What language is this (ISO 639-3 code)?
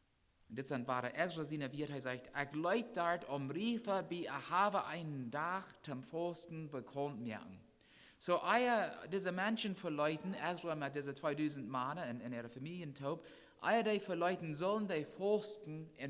pdt